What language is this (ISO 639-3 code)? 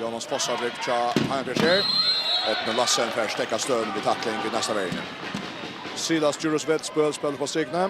fao